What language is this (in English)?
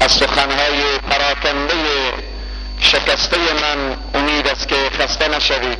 Persian